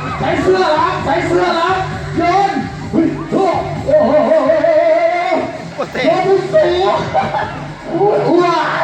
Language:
Lao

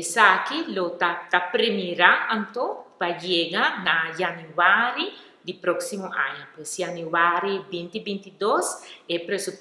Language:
Papiamento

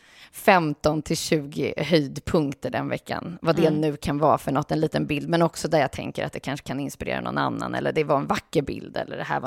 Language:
Swedish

